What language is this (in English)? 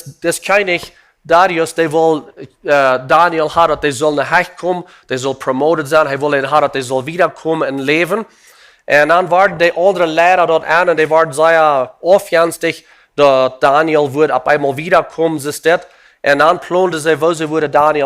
Plautdietsch